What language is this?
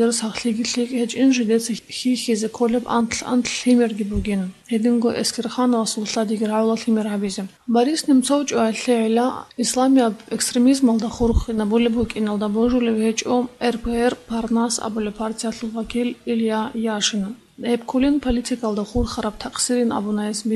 Avaric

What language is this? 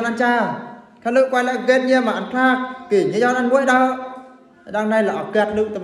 Eastern Bru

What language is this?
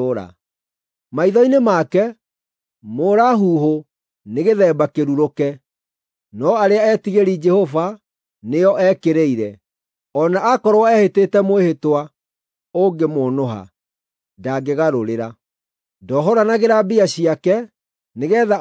Kikuyu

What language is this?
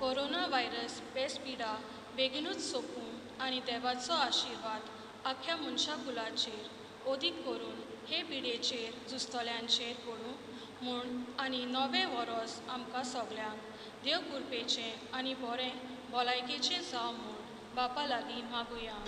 Konkani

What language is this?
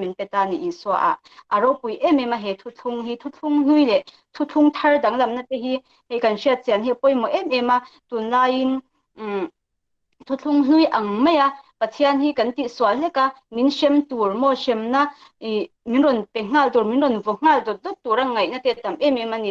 Mizo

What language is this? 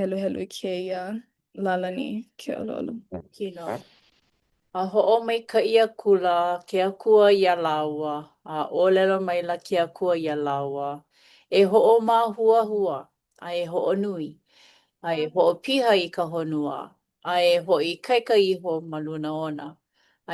Hawaiian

